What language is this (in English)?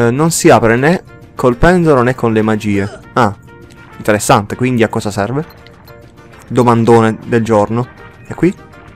Italian